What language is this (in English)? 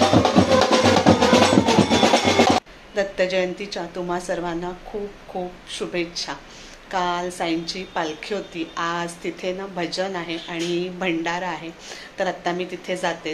Marathi